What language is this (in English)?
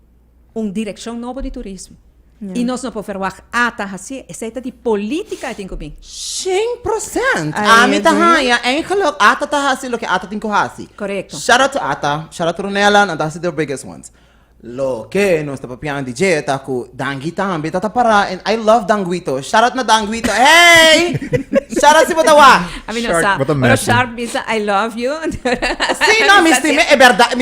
Papiamento